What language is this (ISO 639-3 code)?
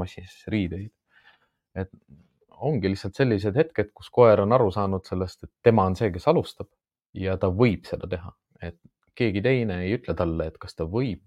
est